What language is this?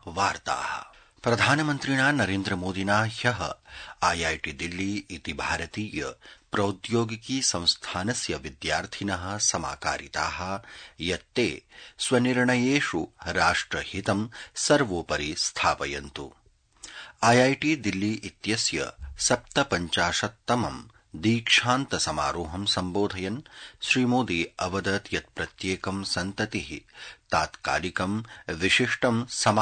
Sanskrit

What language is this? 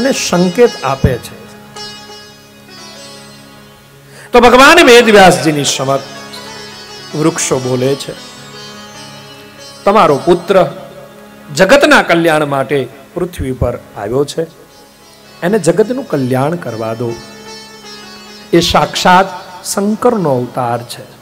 Gujarati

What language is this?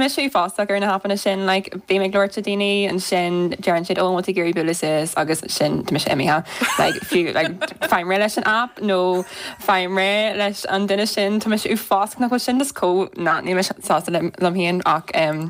Irish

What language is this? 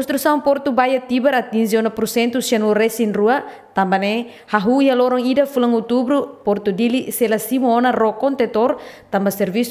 Tetum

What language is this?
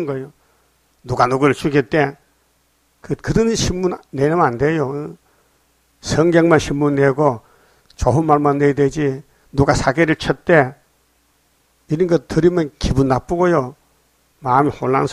Korean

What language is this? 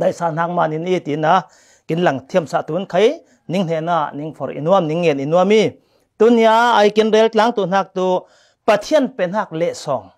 Falam Chin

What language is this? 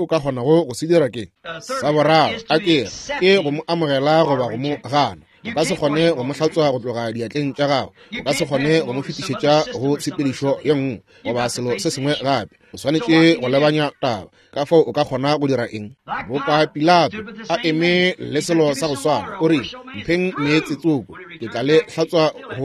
Northern Sotho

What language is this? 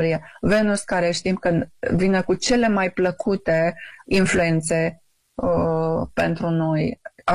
Romanian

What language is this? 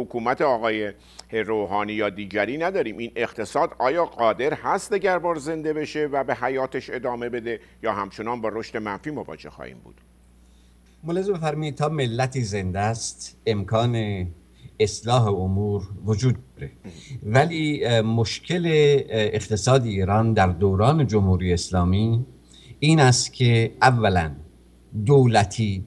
Persian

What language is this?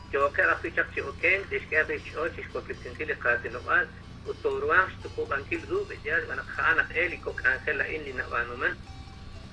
Kekchí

